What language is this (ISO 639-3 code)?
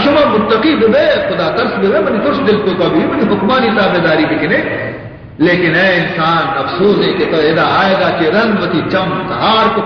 bal